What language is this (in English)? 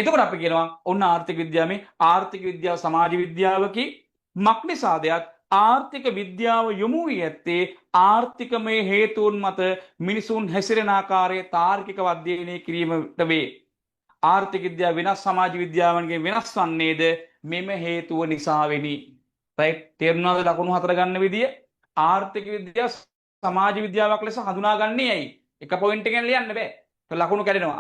Sinhala